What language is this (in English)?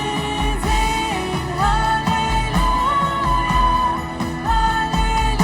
Plautdietsch